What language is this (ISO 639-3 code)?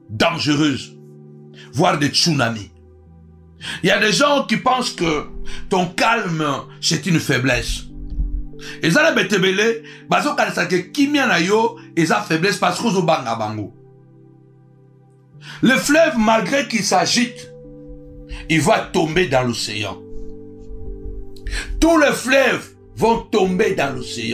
fra